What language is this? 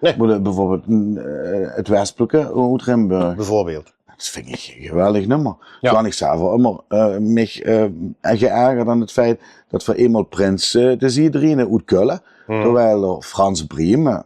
Limburgish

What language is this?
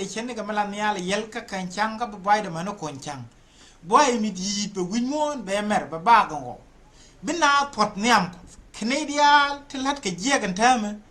Nuer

